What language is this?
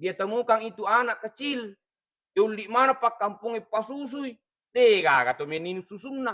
Buginese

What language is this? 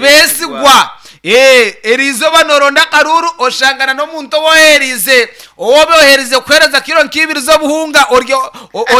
Nyankole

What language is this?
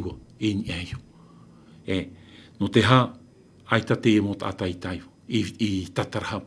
Tahitian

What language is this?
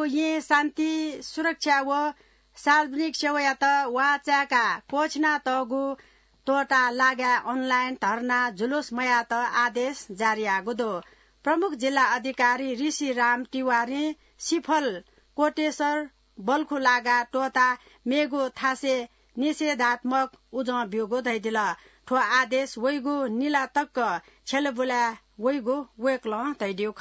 Newari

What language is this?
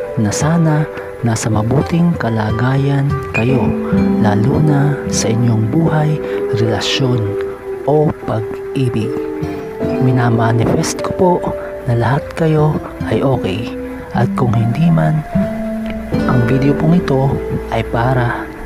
Filipino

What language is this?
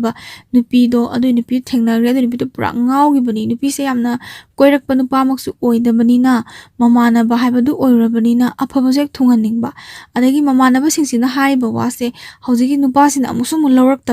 Manipuri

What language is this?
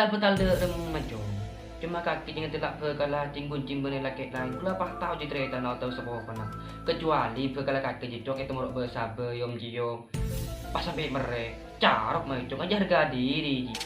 Madurese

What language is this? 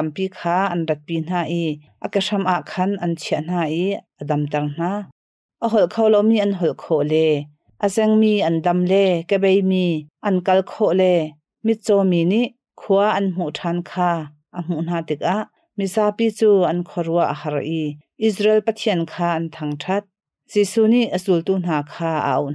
Hakha Chin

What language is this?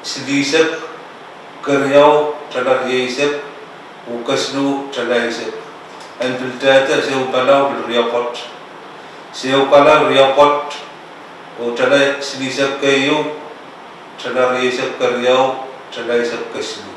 Pohnpeian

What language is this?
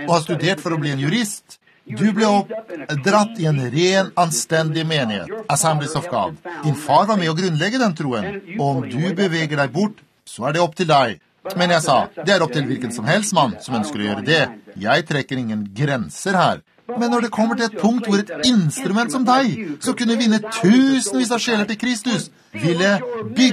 Norwegian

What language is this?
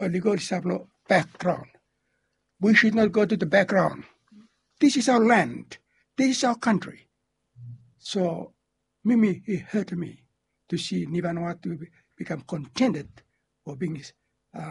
Bislama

